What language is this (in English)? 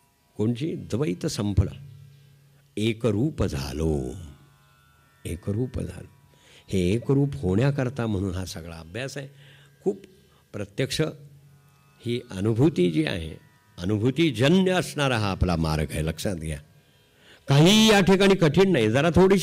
Marathi